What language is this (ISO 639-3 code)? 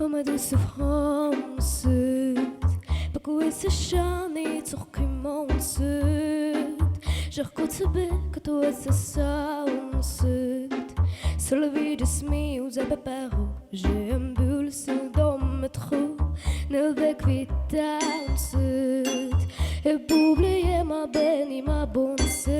oss